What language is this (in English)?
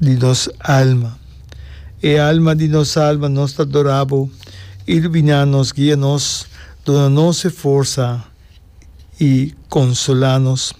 Papiamento